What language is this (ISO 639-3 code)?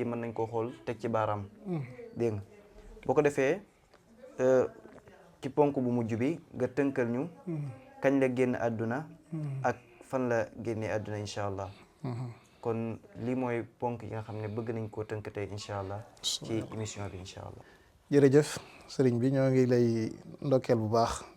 wol